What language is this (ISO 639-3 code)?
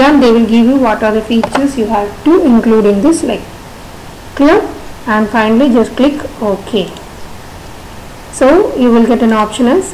eng